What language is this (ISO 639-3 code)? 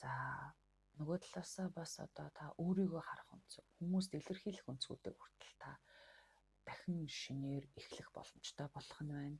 mon